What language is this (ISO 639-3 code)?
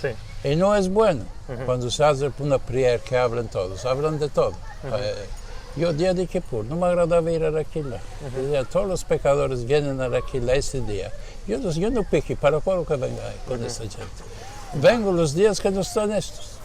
lad